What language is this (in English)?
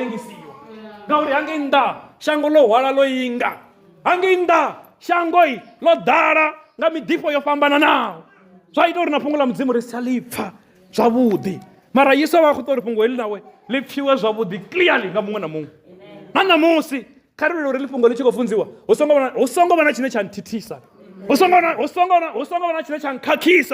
Venda